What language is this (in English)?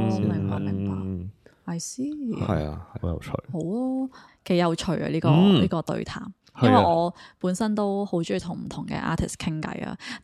Cantonese